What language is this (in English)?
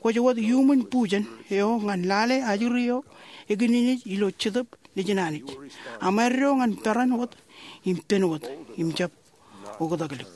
Marshallese